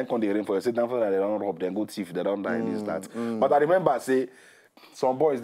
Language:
Nigerian Pidgin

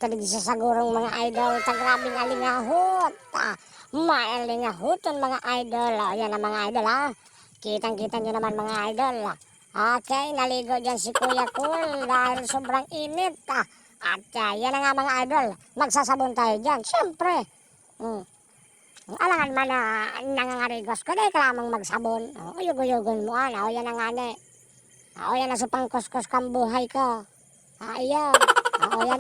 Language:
Bikol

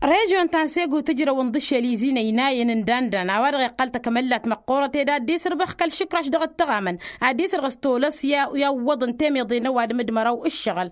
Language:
Tamasheq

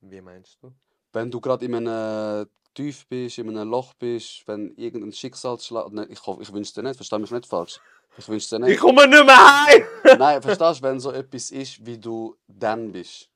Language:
Swiss German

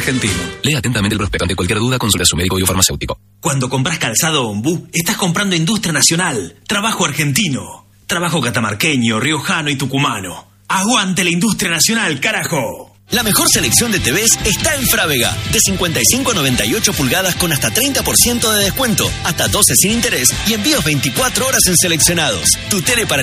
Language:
Spanish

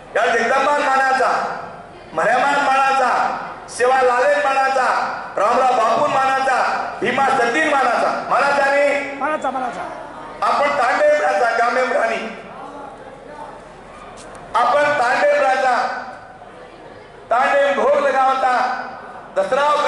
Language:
Lambadi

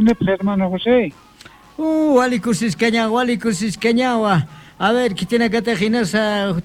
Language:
South Bolivian Quechua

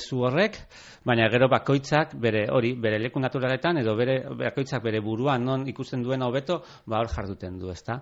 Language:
Basque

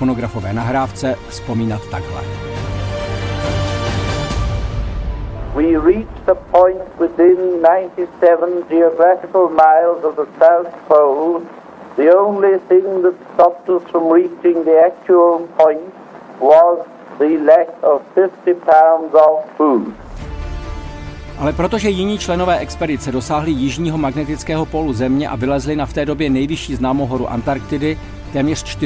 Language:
Czech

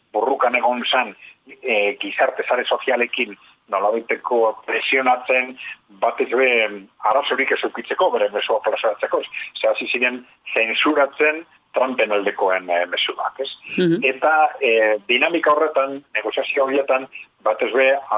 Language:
Basque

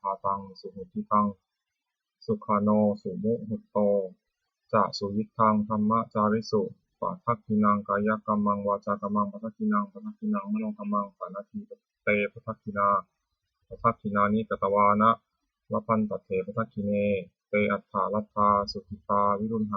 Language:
Pali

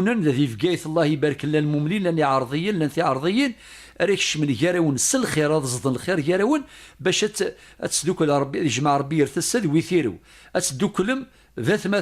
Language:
Kabyle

